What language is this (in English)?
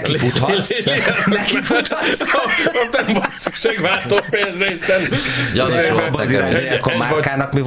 Hungarian